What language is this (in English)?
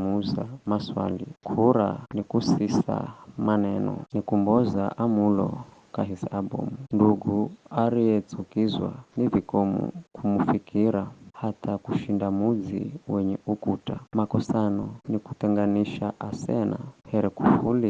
Giryama